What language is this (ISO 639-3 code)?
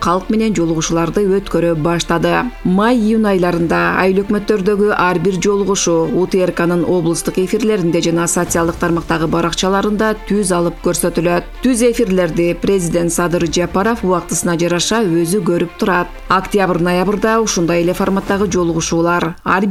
kir